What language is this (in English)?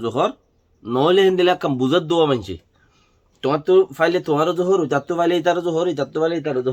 Rohingya